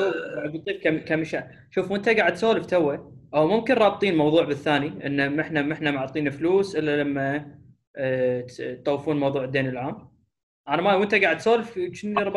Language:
Gulf Arabic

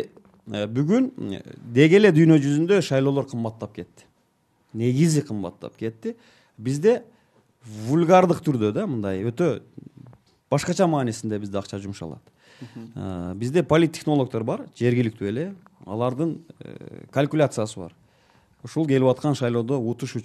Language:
Kyrgyz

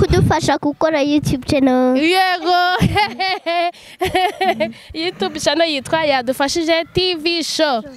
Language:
Kinyarwanda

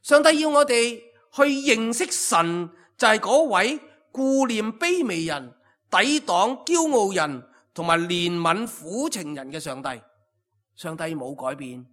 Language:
Cantonese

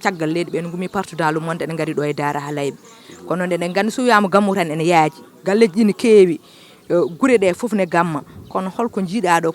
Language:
Fula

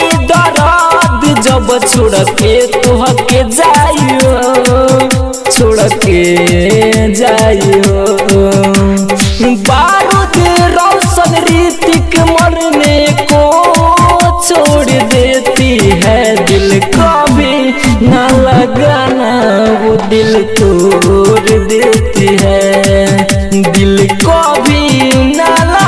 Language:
Bhojpuri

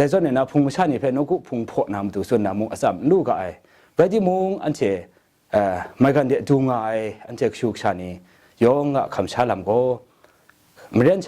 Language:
Kachin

